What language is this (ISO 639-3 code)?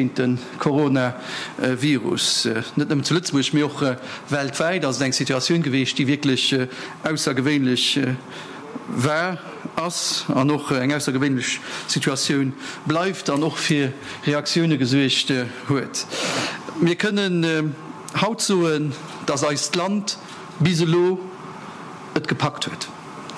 ltz